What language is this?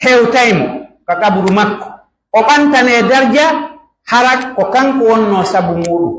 Pular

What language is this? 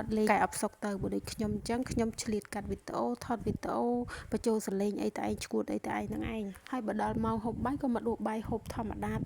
Khmer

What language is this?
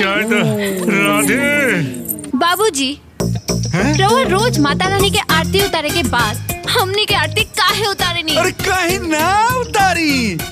Bhojpuri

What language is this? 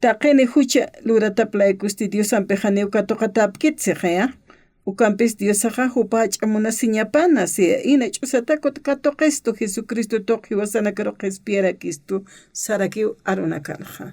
Aymara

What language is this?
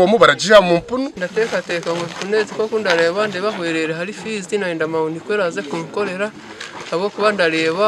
Nyankole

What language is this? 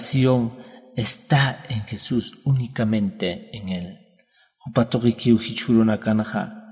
Aymara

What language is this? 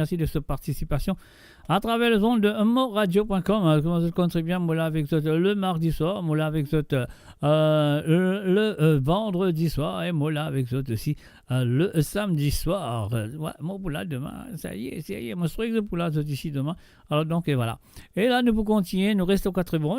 Morisyen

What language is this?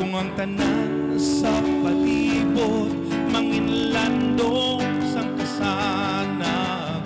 Hiligaynon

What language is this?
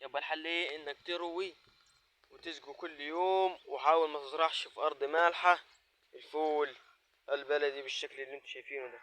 Egyptian Arabic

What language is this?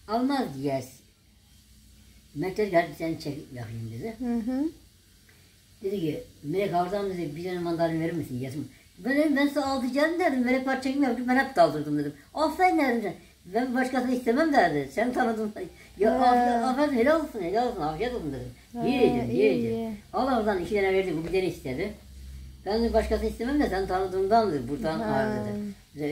Turkish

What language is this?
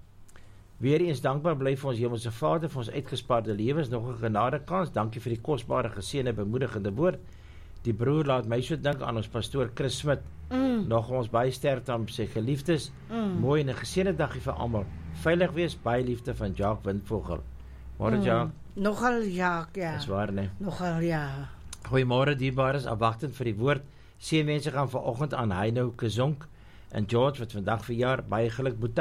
Afrikaans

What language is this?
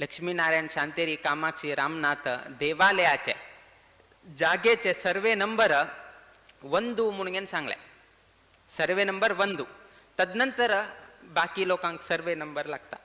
Konkani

